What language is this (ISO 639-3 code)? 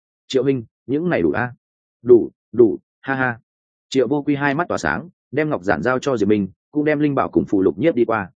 vie